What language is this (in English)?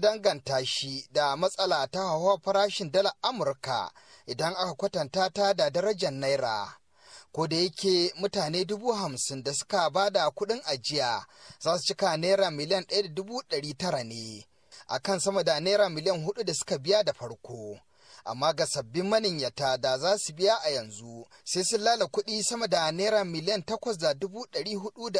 Hausa